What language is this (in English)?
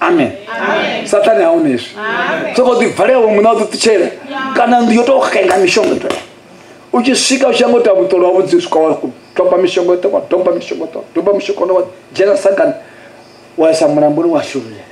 Venda